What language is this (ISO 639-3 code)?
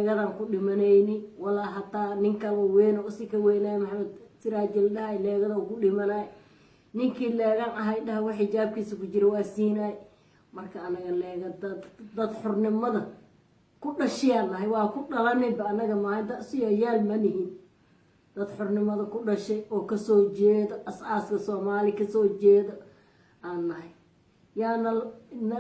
som